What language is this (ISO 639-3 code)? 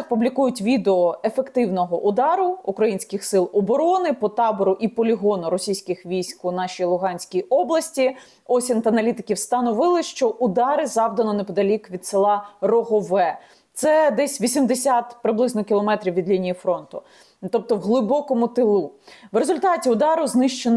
ukr